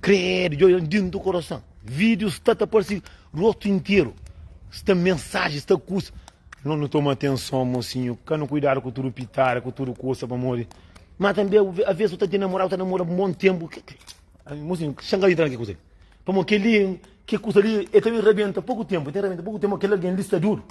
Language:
Kabuverdianu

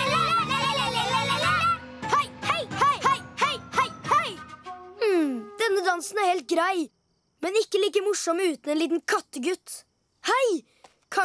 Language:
Norwegian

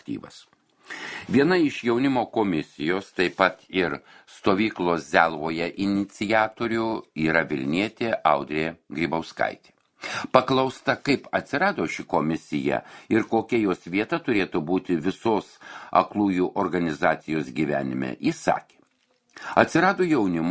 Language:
Lithuanian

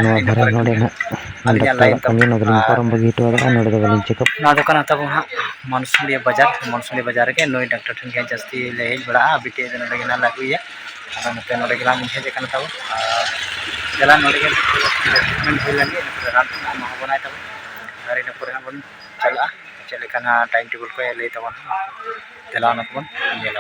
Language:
Santali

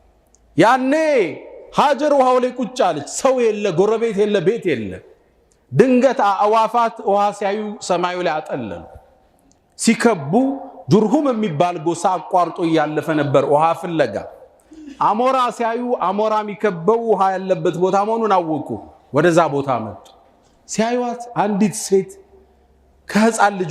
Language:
Amharic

